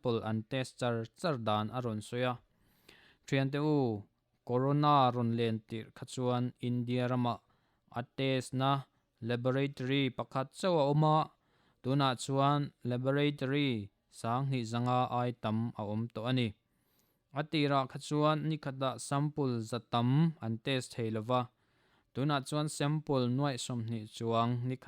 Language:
Mizo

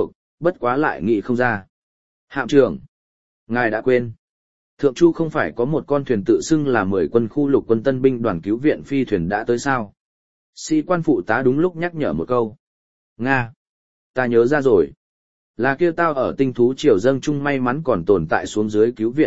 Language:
Vietnamese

